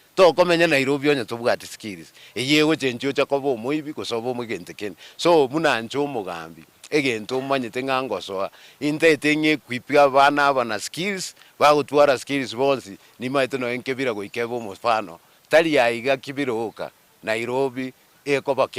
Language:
Gusii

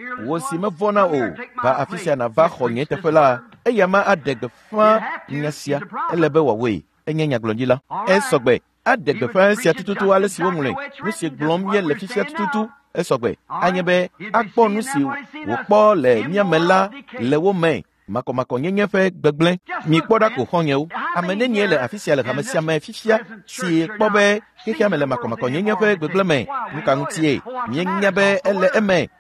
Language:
Ewe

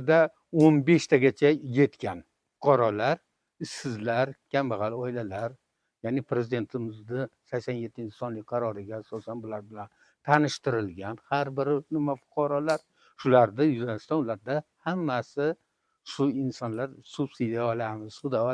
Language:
Uzbek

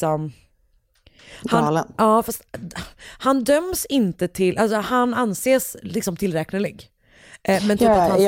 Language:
Swedish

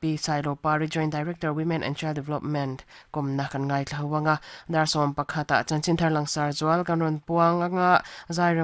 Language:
Mizo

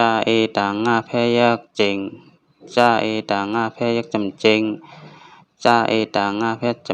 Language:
Shan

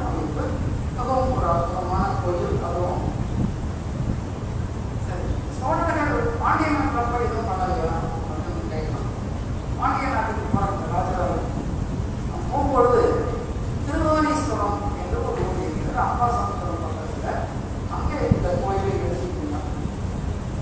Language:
Tamil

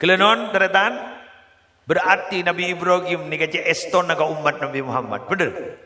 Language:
Madurese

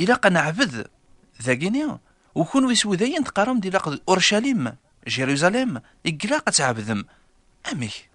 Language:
Kabyle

